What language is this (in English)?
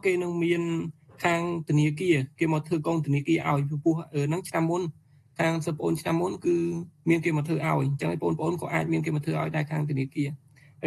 Khmer